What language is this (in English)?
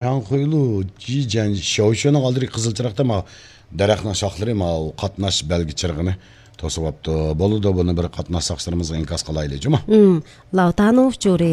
Uyghur